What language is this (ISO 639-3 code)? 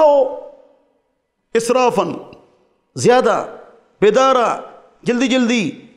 urd